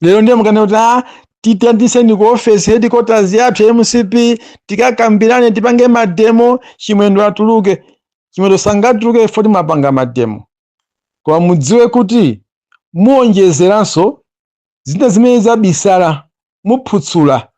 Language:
Nyanja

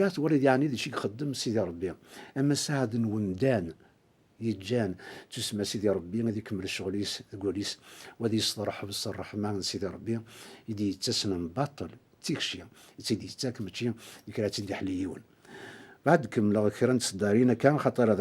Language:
Kabyle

